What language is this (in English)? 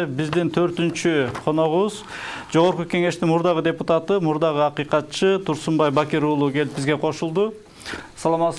Kyrgyz